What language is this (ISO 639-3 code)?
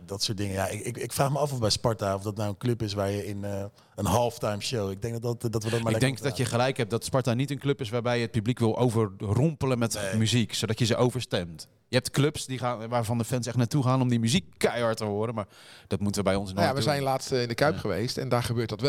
nld